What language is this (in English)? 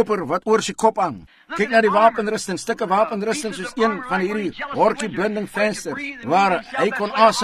Afrikaans